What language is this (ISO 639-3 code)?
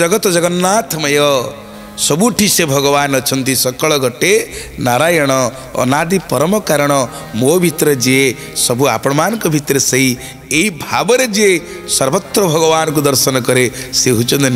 ori